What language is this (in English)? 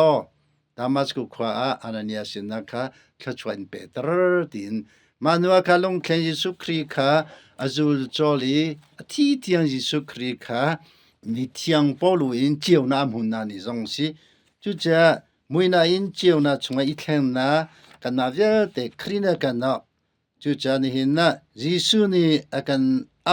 Hakha Chin